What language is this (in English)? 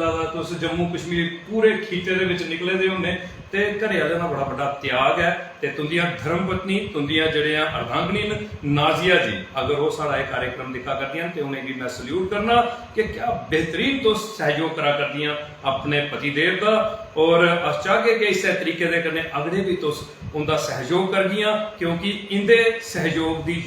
Dogri